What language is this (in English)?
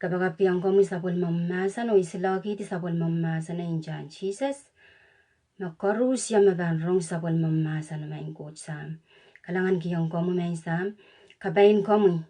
Pohnpeian